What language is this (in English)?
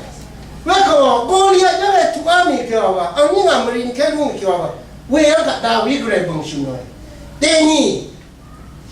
Rawang